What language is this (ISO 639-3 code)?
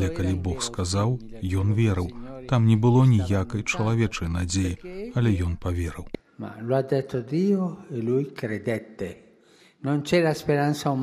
bel